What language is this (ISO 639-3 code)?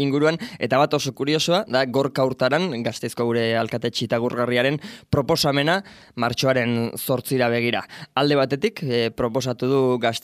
eus